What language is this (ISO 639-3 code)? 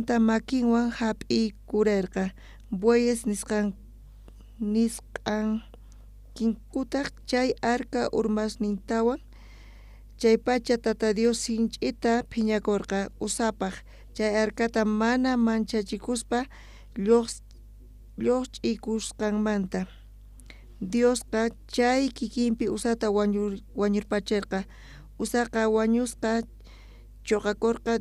quh